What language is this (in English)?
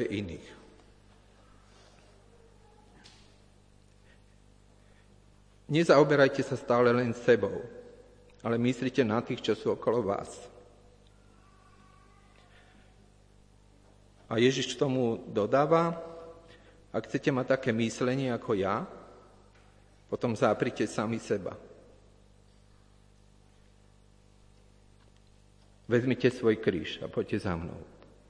Slovak